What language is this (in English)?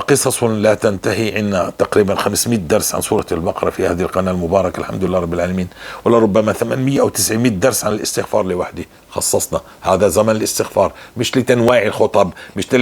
North Levantine Arabic